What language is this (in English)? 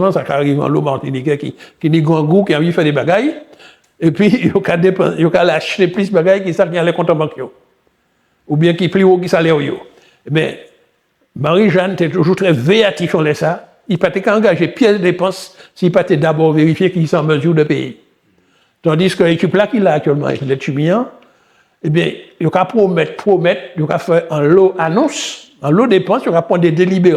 Guadeloupean Creole French